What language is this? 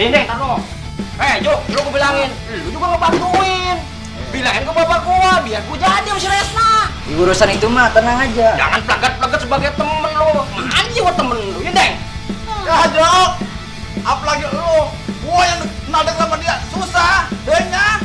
Betawi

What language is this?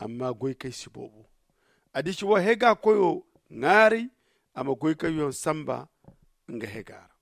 Zarma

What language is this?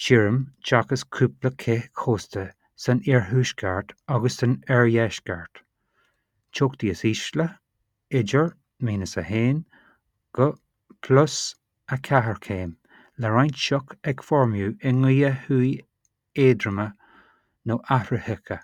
Irish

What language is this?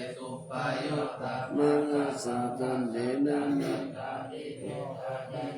Pali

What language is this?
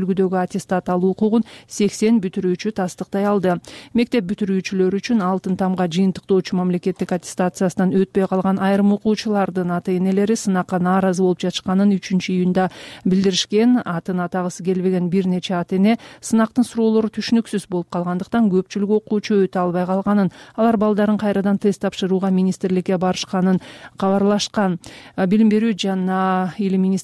Kyrgyz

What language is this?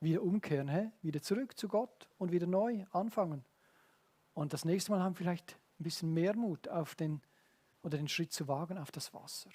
Swiss German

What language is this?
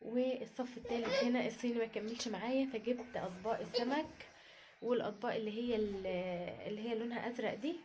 Egyptian Arabic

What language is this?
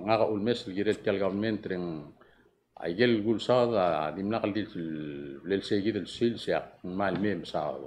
Palauan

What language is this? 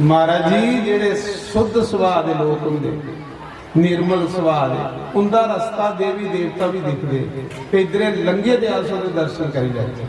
Dogri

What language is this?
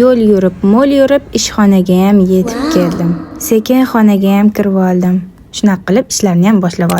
Uzbek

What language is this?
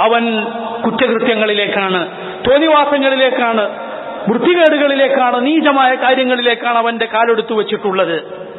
Malayalam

